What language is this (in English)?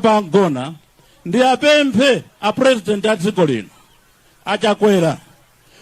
Nyanja